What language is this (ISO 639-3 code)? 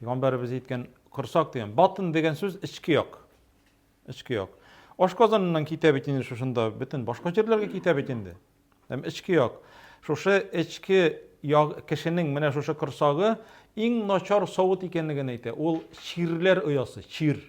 tat